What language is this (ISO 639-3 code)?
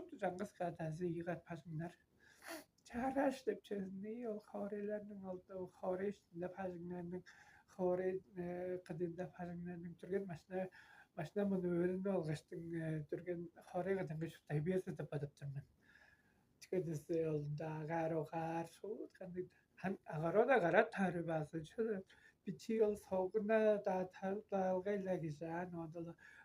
tyv